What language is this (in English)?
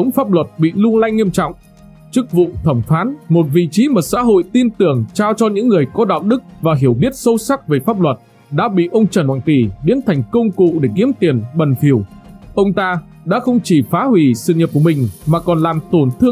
Vietnamese